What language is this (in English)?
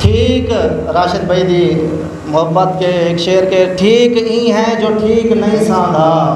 Saraiki